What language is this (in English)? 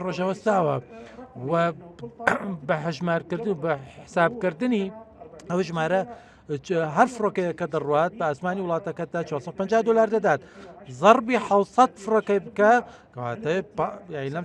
Central Kurdish